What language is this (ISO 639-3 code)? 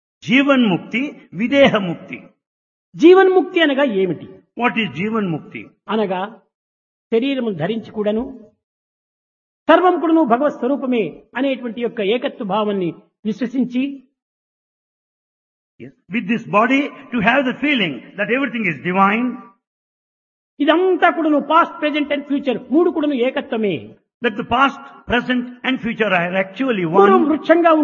tel